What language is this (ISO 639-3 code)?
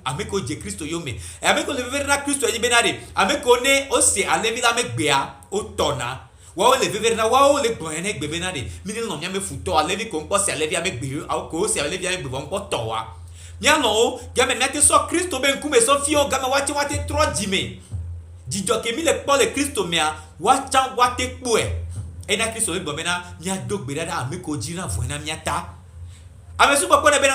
gej